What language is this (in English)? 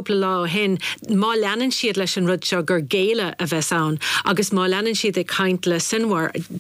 Irish